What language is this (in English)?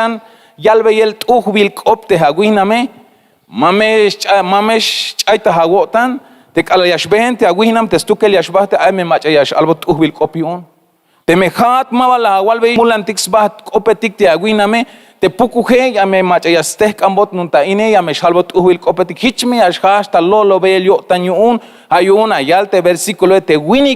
Tzeltal